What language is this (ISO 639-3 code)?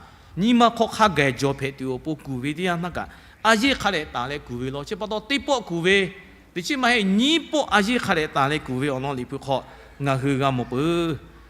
lhu